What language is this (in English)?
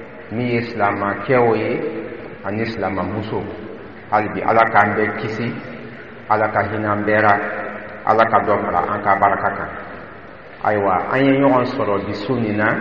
Dyula